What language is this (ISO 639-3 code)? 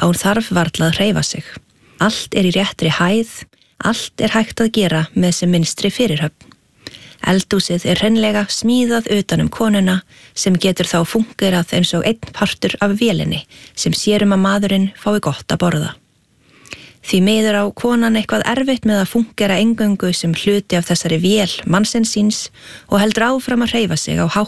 isl